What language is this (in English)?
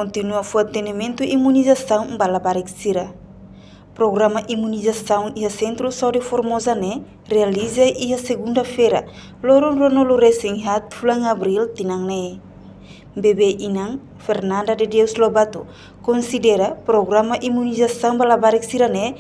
Tetum